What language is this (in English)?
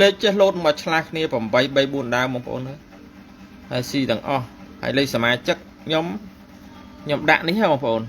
Khmer